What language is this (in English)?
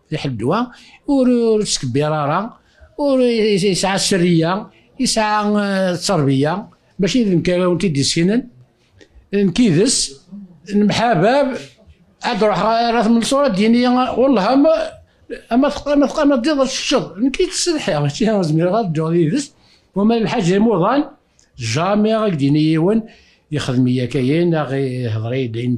Kabyle